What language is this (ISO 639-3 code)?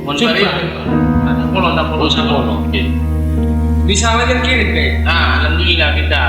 mad